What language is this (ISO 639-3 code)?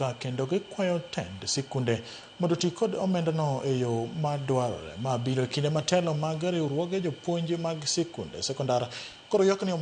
luo